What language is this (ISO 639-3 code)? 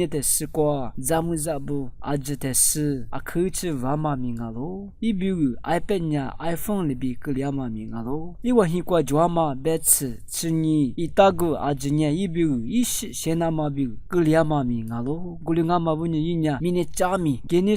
lis